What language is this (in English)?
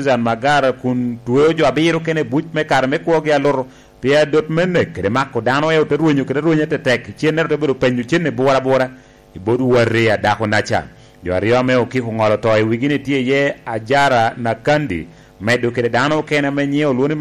Lango (Uganda)